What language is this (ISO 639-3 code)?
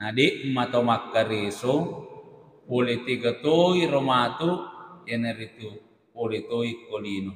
bug